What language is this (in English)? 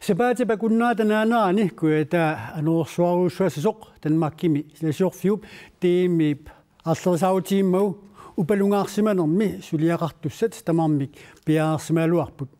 Kalaallisut